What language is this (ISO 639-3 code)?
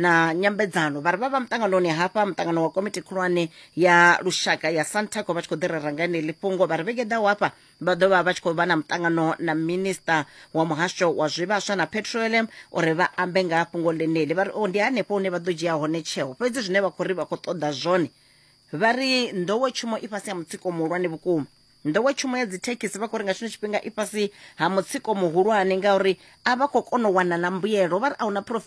ven